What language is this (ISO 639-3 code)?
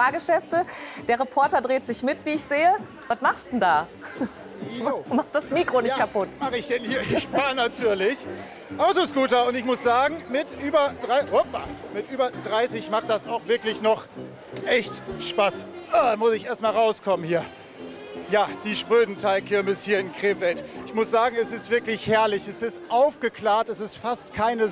deu